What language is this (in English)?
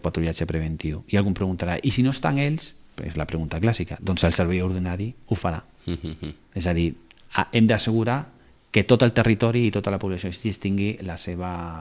Catalan